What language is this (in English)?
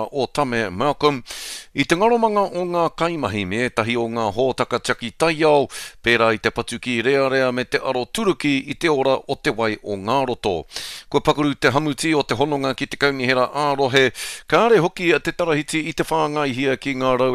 Māori